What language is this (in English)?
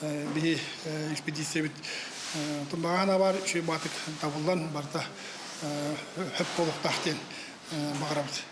Yakut